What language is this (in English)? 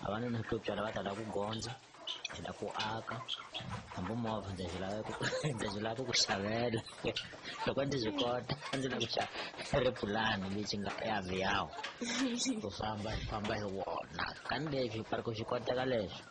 Tsonga